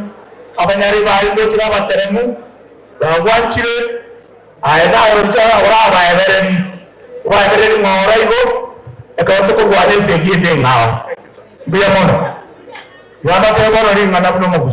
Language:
Gusii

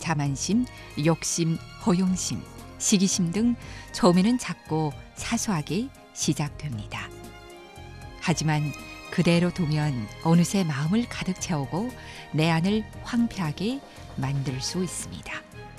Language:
Korean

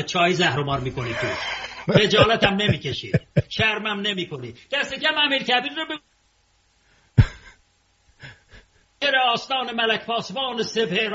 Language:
Persian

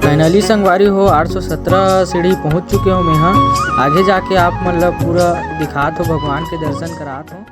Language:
Chhattisgarhi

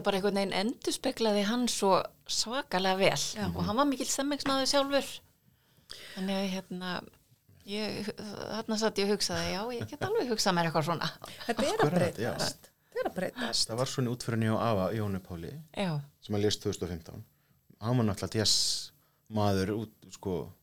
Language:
Icelandic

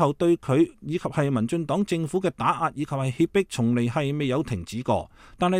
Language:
Cantonese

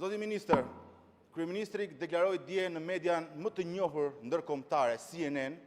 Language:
Albanian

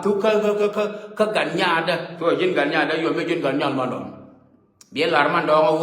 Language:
Nuer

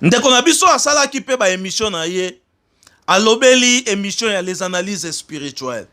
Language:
Lingala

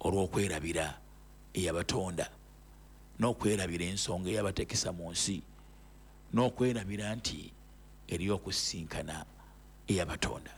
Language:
Ganda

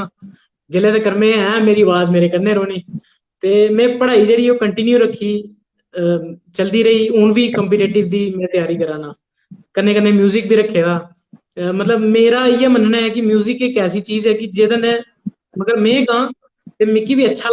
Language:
Dogri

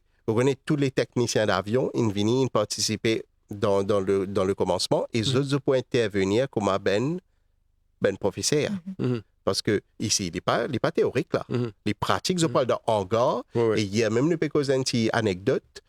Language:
Morisyen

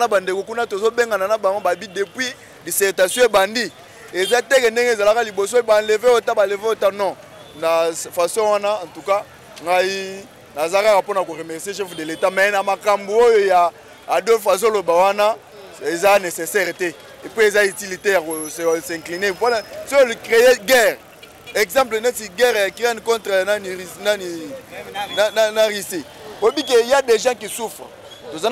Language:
Lingala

